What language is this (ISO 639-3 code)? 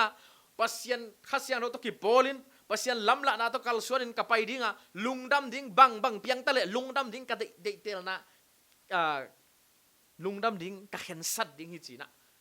ctd